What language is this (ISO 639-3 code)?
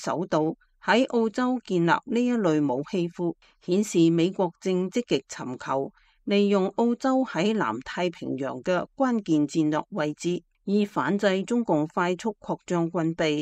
yue